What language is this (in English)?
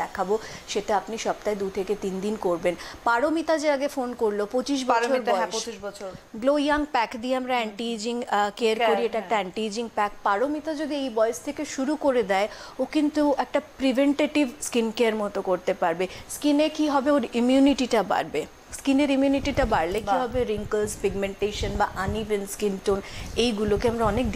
Bangla